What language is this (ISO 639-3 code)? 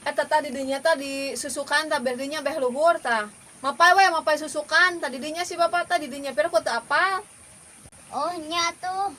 sun